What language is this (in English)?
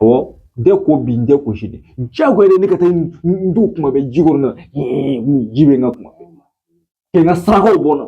Bambara